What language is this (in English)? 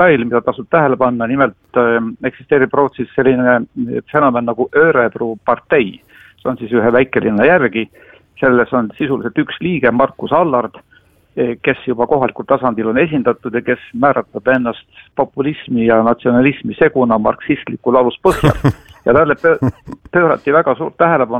Estonian